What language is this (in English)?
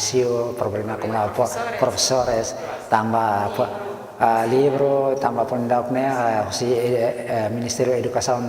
Tetum